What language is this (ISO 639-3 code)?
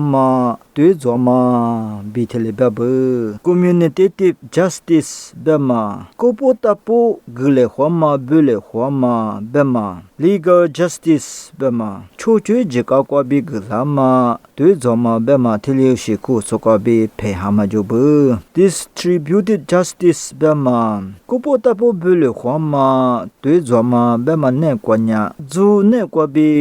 lis